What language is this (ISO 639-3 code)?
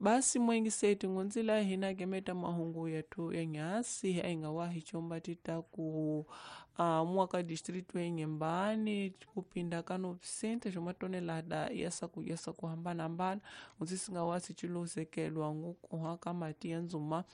tso